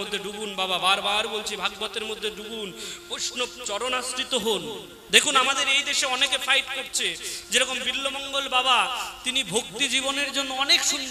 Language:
Bangla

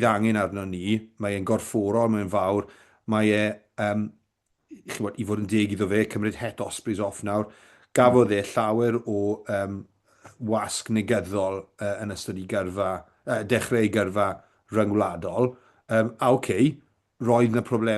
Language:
Welsh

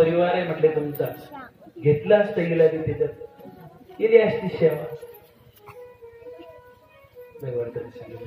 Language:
Marathi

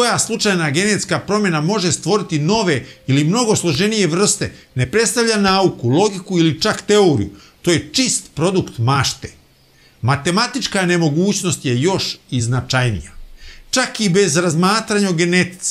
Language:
Bosnian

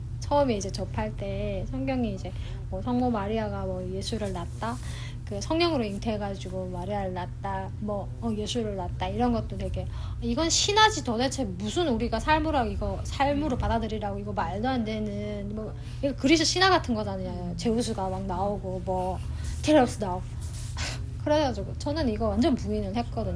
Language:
Korean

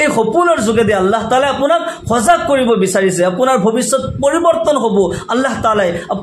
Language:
Assamese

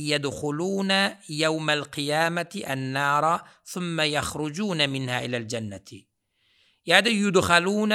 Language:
Turkmen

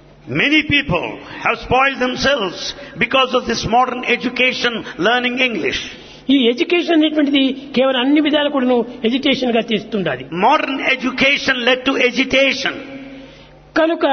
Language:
Telugu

